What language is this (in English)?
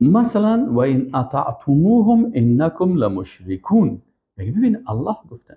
Persian